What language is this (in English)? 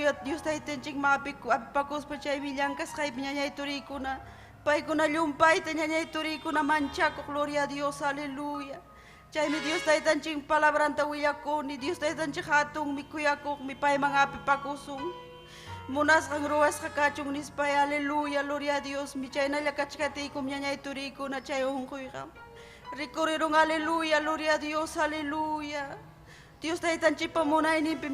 Ayacucho Quechua